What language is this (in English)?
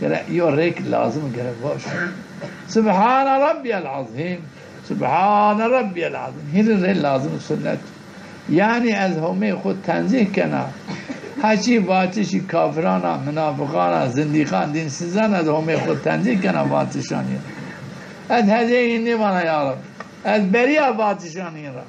Zaza